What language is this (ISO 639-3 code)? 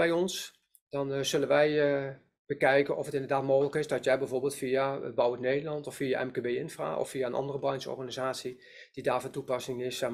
nld